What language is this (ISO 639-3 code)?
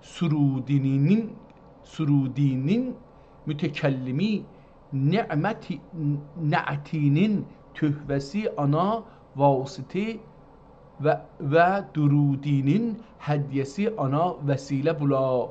azb